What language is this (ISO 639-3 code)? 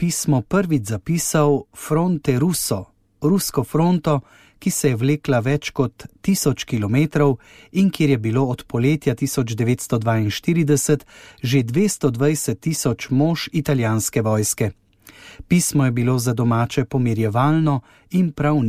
slv